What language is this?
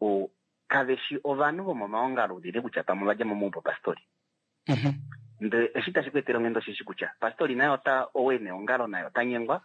Kuanyama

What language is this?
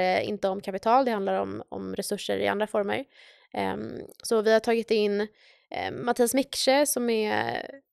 Swedish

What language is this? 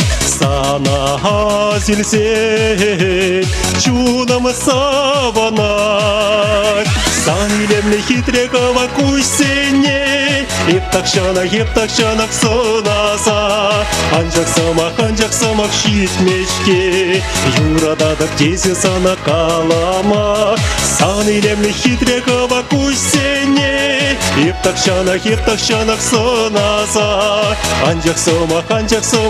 Chuvash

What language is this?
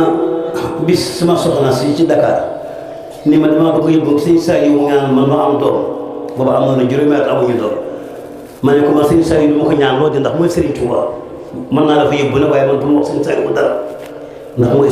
Wolof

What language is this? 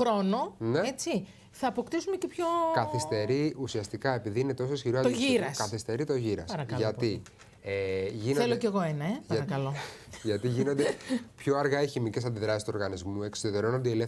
Greek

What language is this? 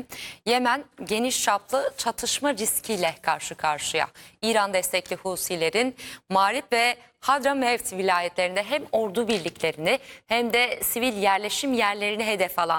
Turkish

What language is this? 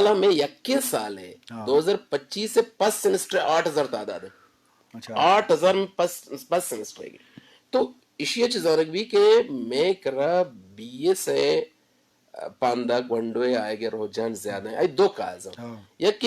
Eastern Balochi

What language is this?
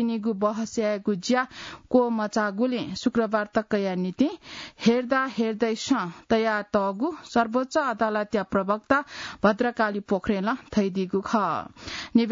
Newari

